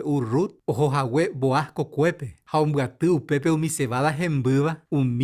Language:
Guarani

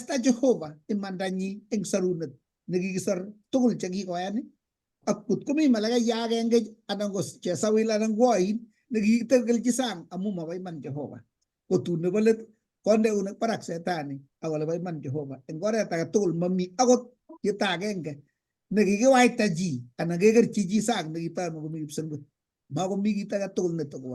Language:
Kalenjin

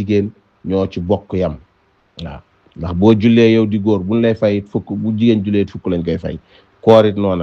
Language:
Wolof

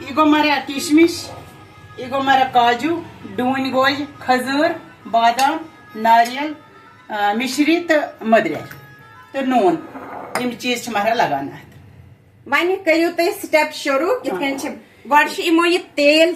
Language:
Kashmiri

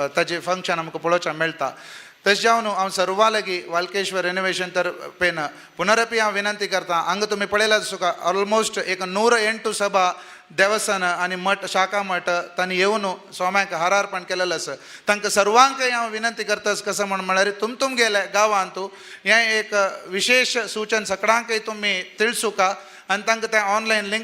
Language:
Konkani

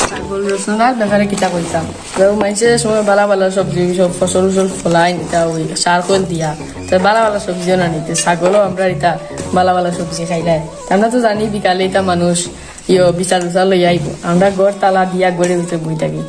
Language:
Sylheti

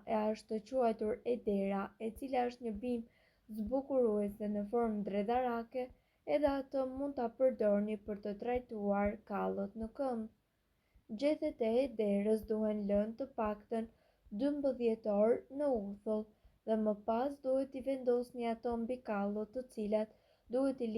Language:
Albanian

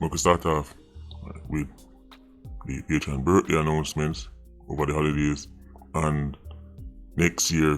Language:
Jamaican Creole English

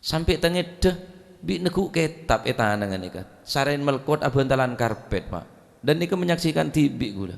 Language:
Madurese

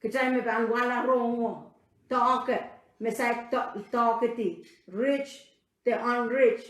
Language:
Pohnpeian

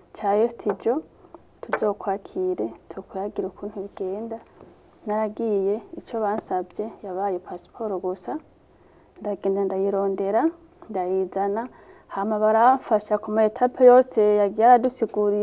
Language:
Rundi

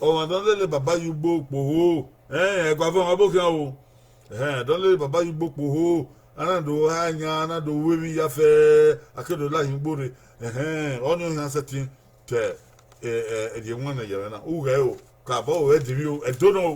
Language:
Bini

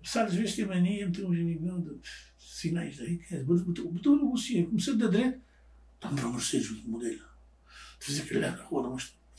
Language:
Kabuverdianu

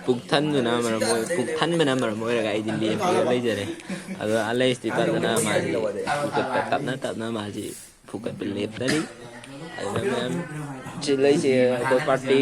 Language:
Manipuri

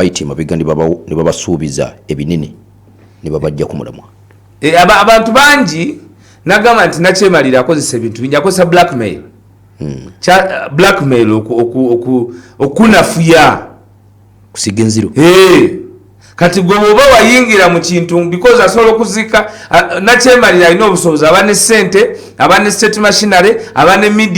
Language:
Ganda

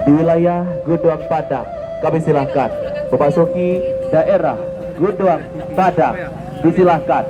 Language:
Minangkabau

